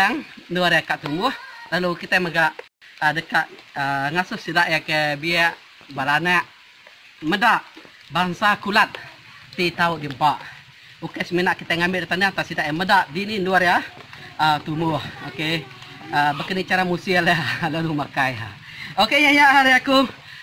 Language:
Iban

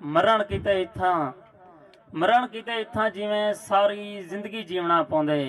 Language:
Saraiki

